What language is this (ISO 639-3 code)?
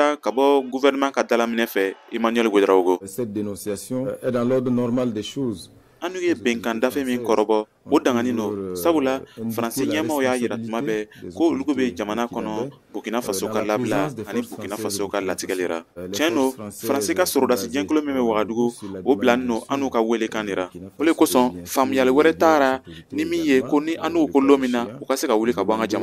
bam